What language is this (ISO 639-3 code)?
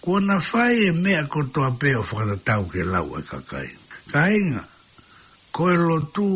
ton